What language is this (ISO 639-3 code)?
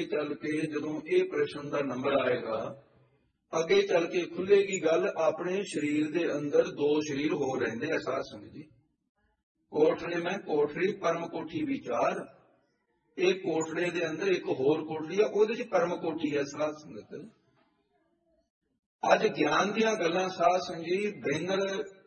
pan